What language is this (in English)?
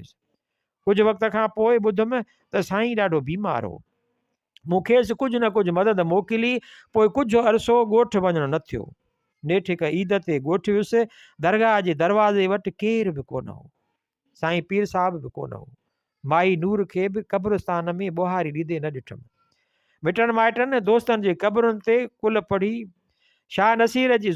Sindhi